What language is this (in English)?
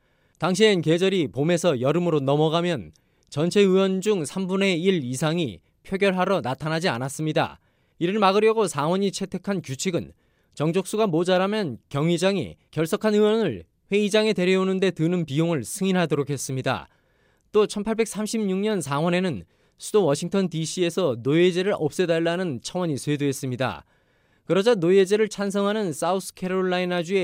Korean